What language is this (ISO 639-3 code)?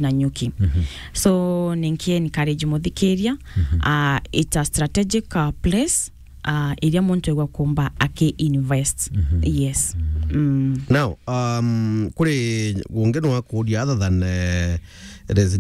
mer